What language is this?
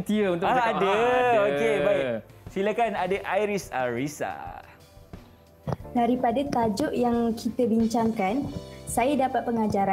Malay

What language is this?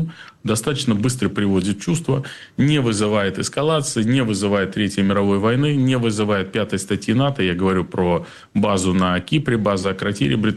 Russian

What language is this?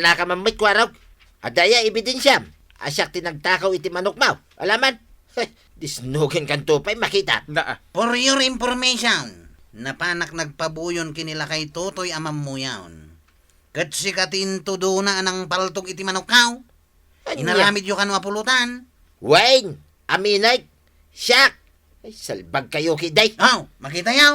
Iloko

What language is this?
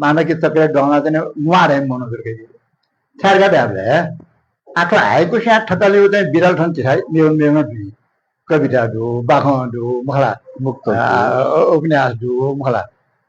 Newari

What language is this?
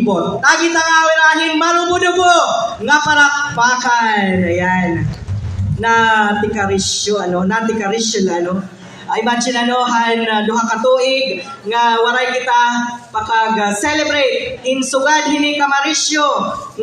Waray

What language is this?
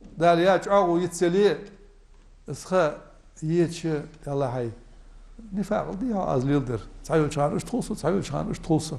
Ingush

